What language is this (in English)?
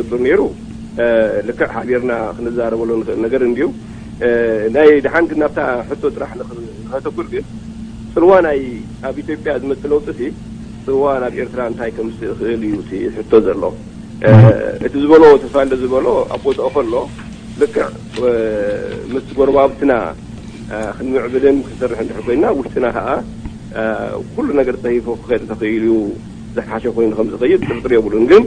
Tigrinya